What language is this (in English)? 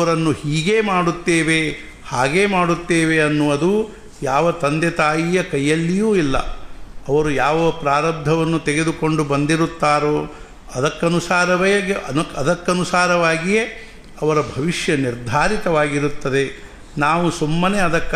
Kannada